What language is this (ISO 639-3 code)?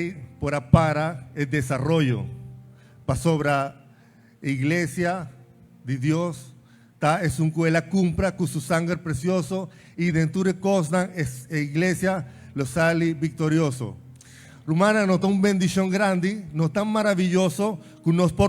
pap